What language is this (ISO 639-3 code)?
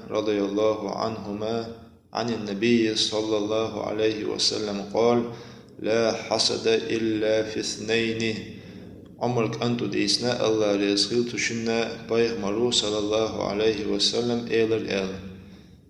che